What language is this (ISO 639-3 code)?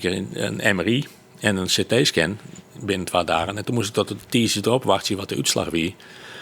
fry